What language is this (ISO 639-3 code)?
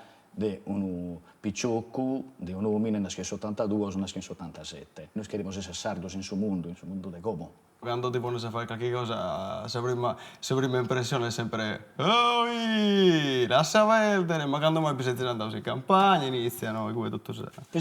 srd